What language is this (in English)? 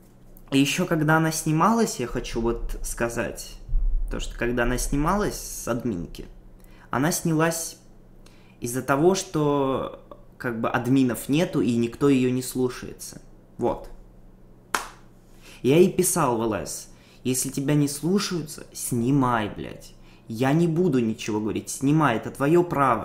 Russian